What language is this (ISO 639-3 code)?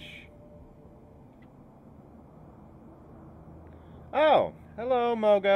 eng